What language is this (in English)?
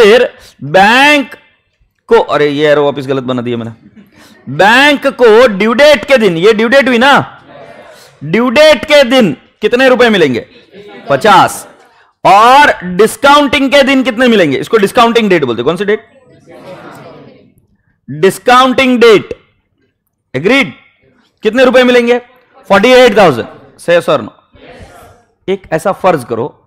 Hindi